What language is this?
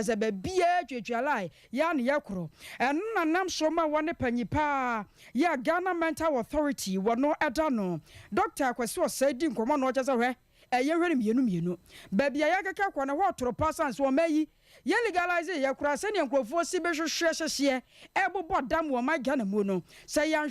Akan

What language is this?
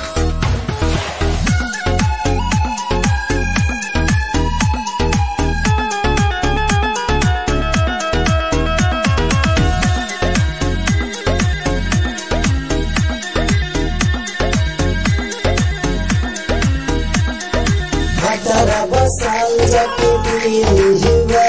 Bhojpuri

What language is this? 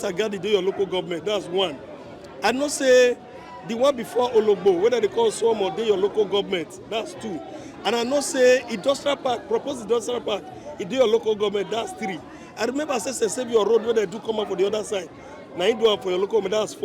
Nigerian Pidgin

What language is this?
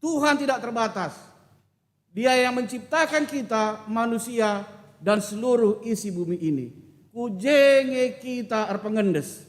Batak Karo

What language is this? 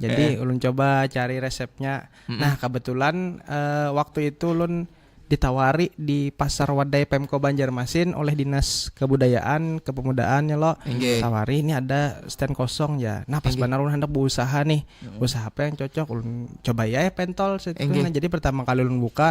Banjar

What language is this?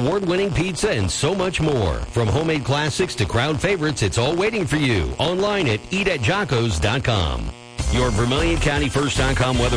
English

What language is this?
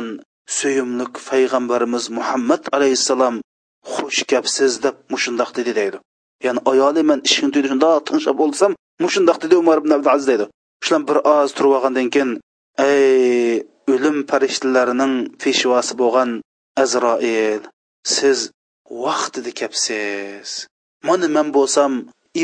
Uyghur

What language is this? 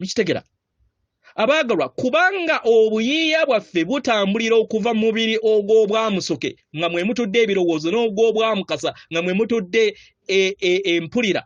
Ganda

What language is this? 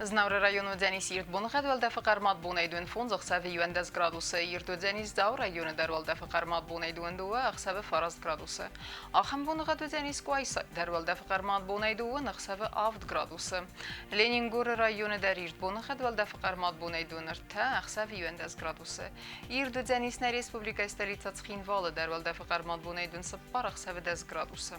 Ossetic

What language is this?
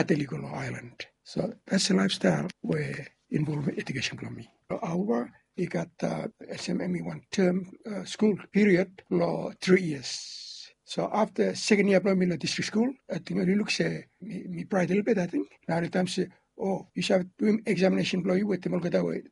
Bislama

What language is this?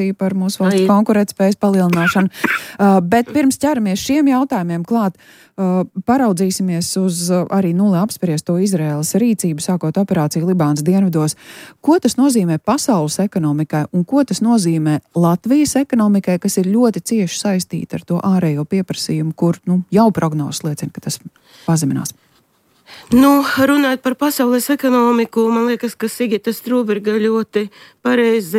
Latvian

